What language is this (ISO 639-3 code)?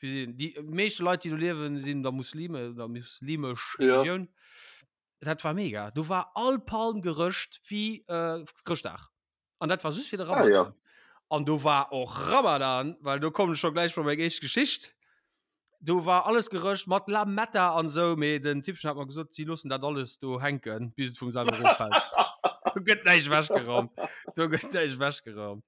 ltz